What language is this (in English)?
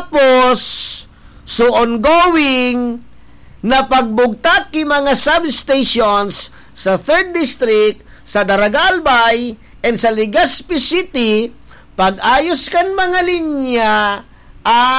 Bikol